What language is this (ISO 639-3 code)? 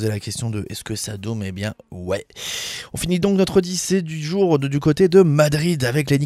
fra